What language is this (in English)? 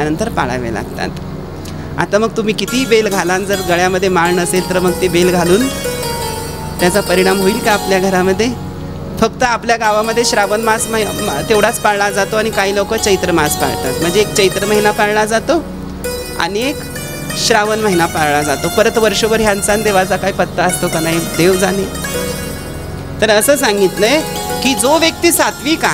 Marathi